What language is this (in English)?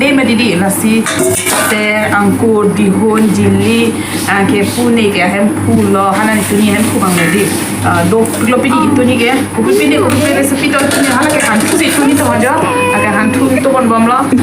Karbi